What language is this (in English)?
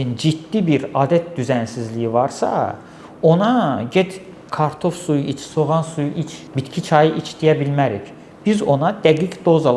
Azerbaijani